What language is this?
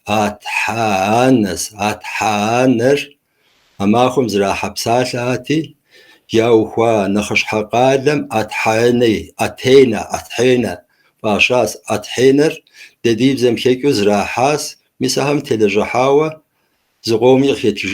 Kabardian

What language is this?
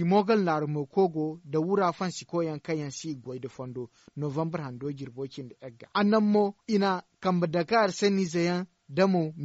Zarma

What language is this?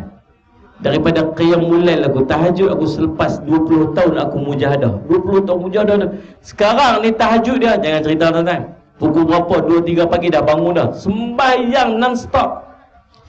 Malay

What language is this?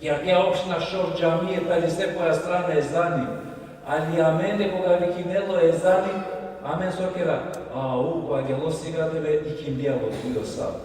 Balkan Romani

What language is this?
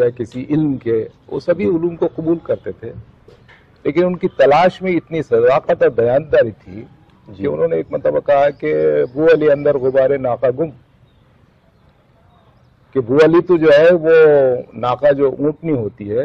Urdu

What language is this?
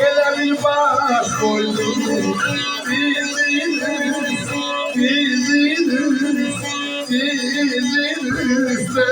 South Azerbaijani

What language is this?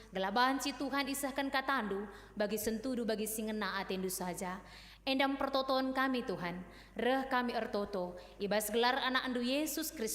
Batak Karo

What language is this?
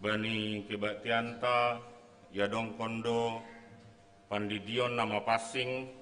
Batak Simalungun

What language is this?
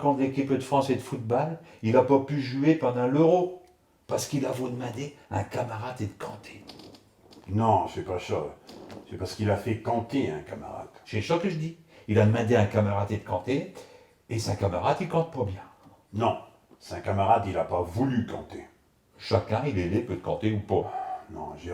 Picard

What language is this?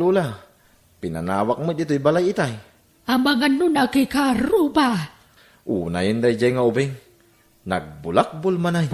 Iloko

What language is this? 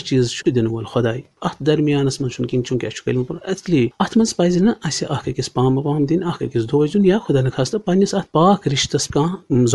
Kashmiri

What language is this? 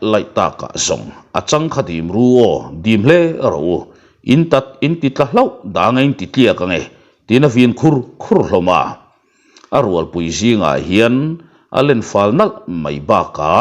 Mizo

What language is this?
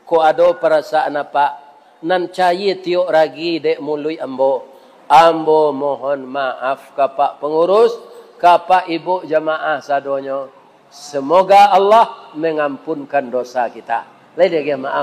Minangkabau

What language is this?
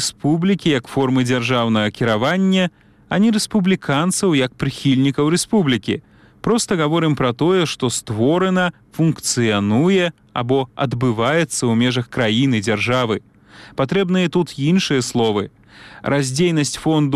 Belarusian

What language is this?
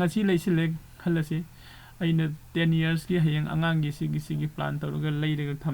Manipuri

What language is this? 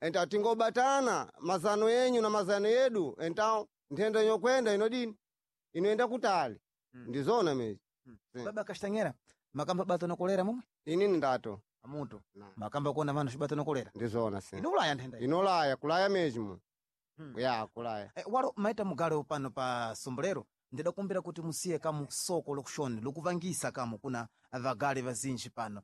Sena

